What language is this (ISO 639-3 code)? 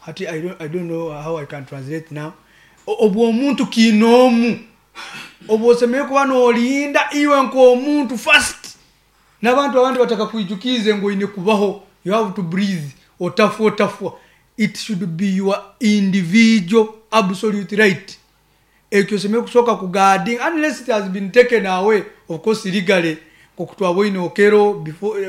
nyo